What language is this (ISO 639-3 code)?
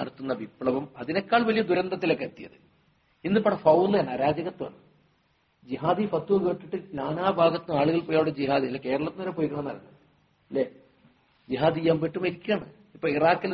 mal